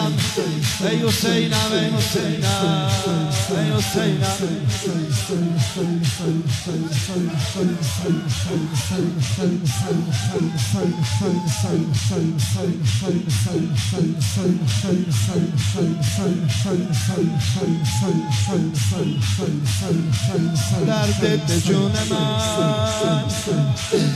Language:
Persian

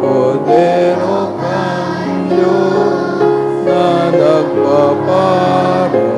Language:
Bikol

